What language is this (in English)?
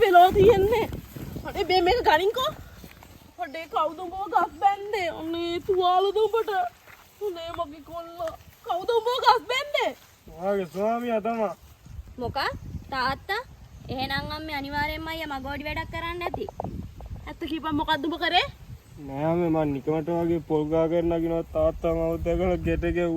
Sinhala